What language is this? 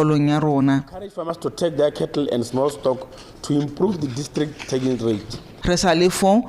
Tswana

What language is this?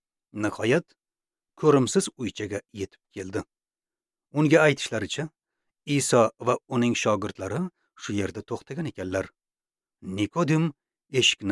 Uzbek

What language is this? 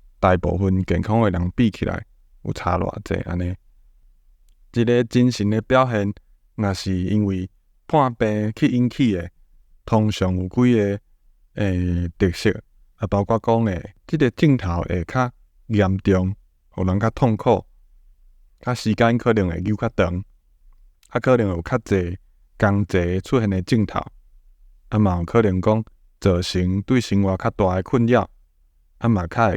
Min Nan Chinese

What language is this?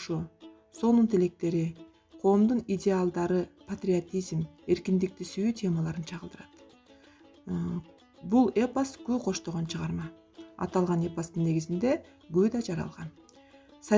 Kyrgyz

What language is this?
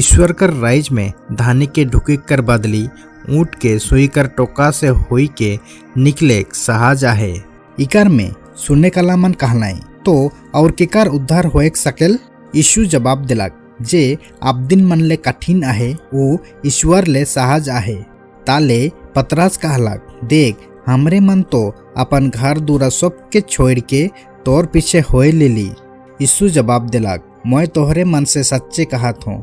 Sadri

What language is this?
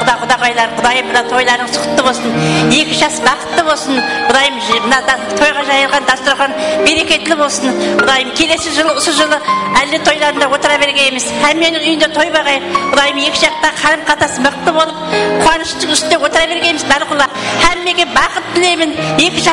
Kara-Kalpak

